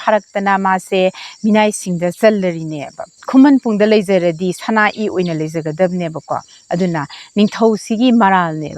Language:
Manipuri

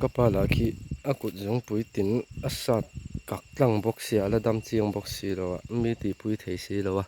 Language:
Mizo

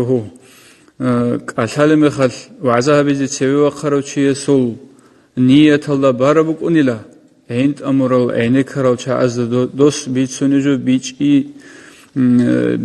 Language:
Avaric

